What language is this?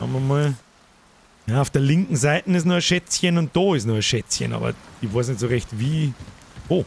Bavarian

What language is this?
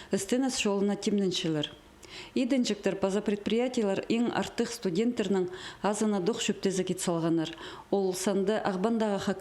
Khakas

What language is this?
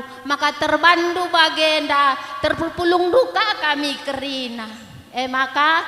Batak Karo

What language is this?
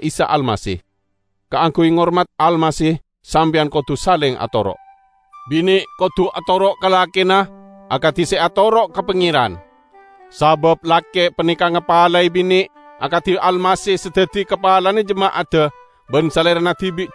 Madurese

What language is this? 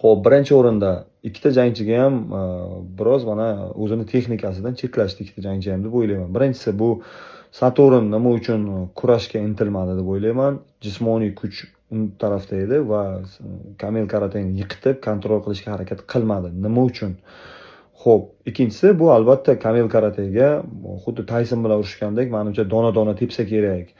Uzbek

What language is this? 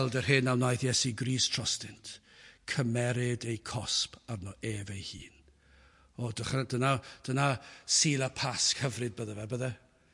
Welsh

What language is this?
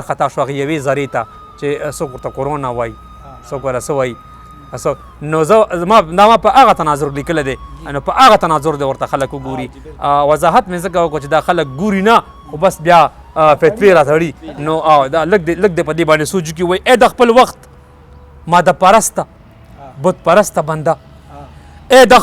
Pashto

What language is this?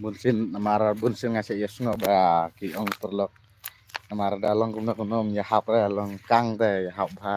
Khasi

